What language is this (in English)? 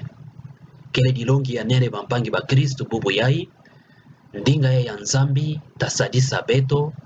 Kituba (Democratic Republic of Congo)